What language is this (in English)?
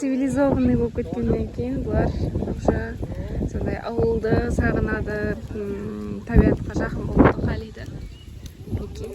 Kara-Kalpak